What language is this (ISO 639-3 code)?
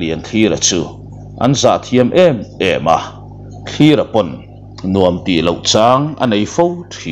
lus